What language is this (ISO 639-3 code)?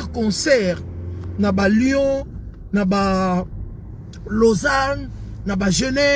lin